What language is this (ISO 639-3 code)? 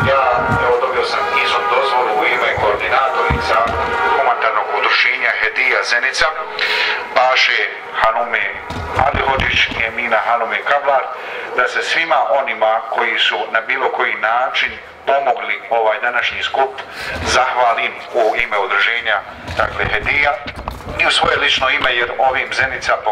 bos